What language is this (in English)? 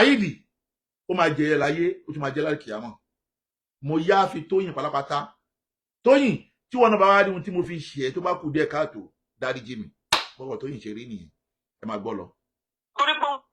Yoruba